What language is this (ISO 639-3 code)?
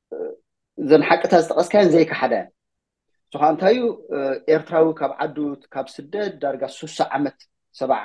tir